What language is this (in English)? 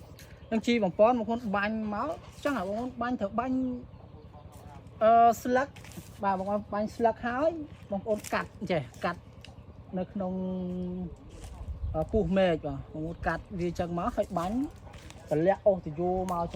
Khmer